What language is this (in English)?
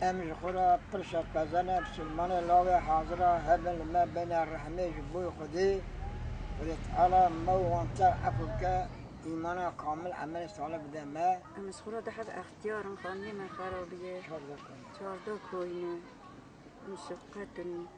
Kurdish